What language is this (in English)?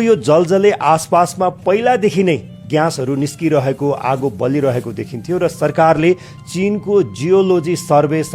Nepali